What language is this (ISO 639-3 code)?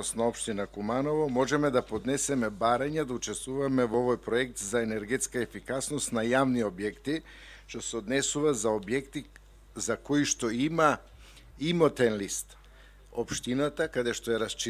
mkd